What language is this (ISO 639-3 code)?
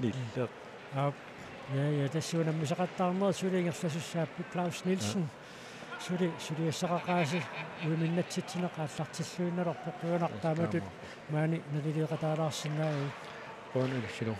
kal